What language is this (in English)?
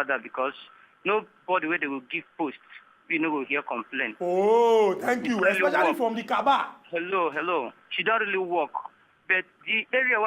Nigerian Pidgin